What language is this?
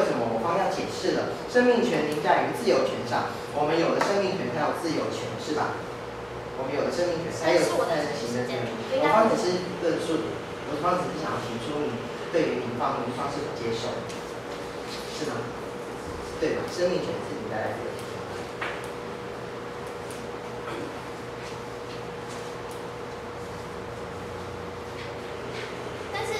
Chinese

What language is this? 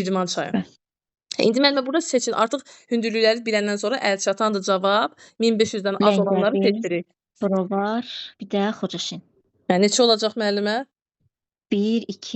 Azerbaijani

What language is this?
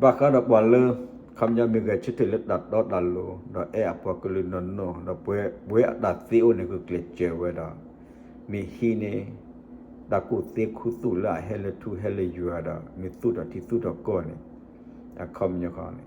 S'gaw Karen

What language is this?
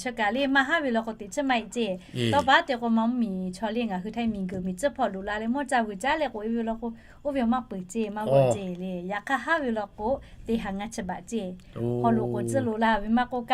Lahu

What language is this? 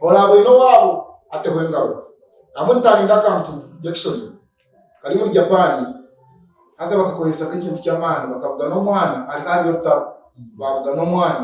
Nyankole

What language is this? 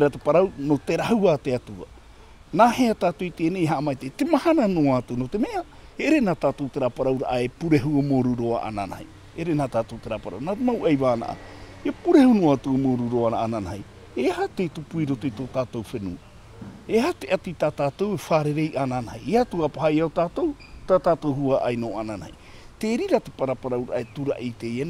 Tahitian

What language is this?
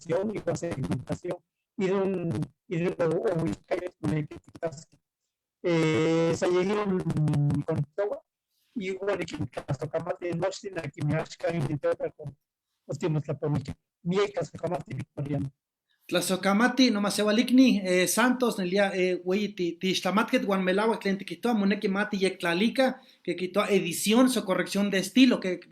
Eastern Huasteca Nahuatl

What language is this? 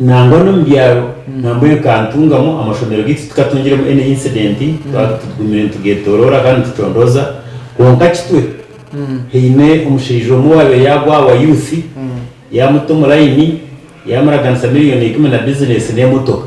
Nyankole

